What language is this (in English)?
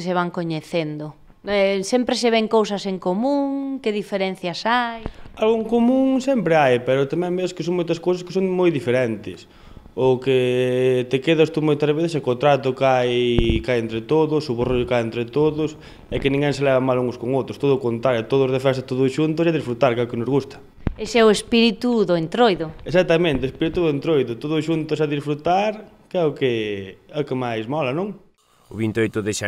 Galician